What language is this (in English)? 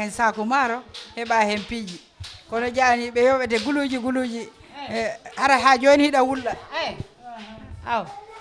Fula